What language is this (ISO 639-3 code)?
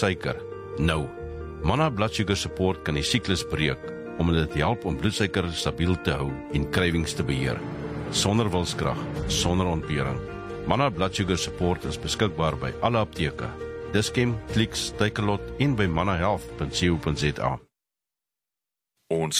afr